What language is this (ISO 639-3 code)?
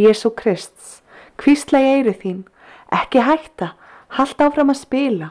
isl